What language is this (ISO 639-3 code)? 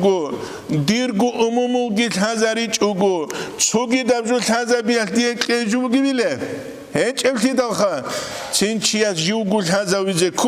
ava